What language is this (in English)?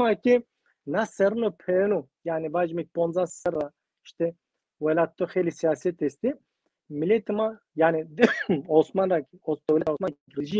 Zaza